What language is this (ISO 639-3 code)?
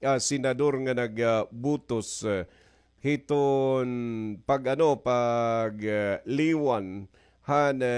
war